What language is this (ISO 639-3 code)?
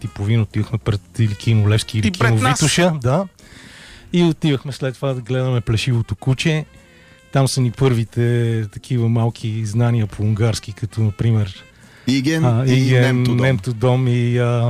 bul